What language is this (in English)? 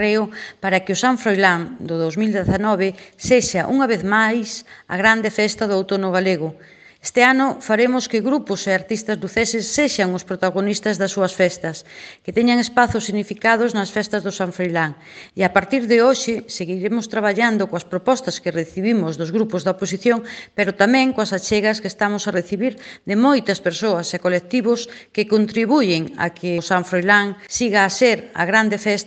Galician